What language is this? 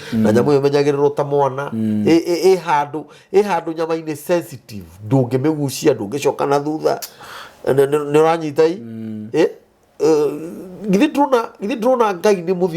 Kikuyu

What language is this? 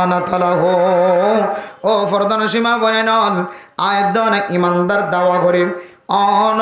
Rohingya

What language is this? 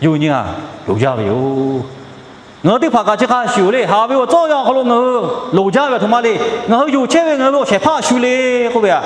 Lahu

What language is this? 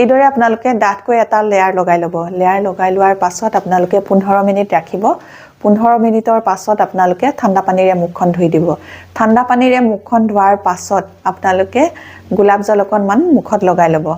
Assamese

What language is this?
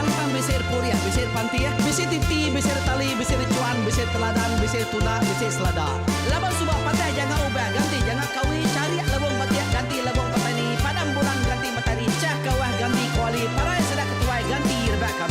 Iban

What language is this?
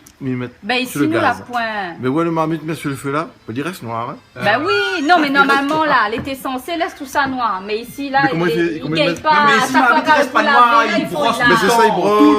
Réunion Creole French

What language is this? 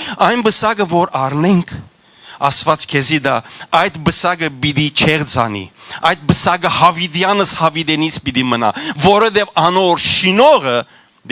Western Armenian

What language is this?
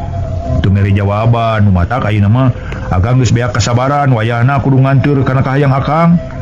Sundanese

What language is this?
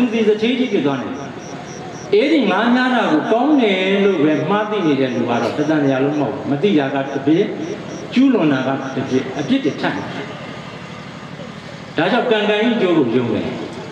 Burmese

